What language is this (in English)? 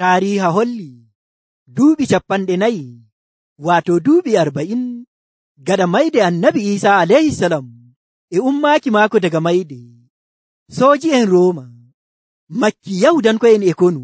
Nigerian Fulfulde